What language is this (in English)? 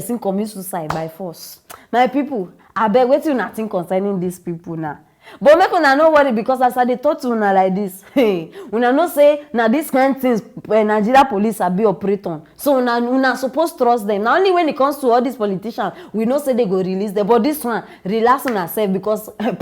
Nigerian Pidgin